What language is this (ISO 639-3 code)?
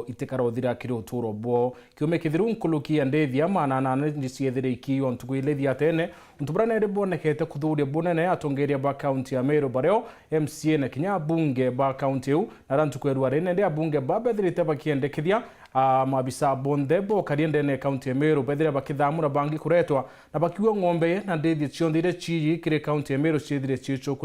mer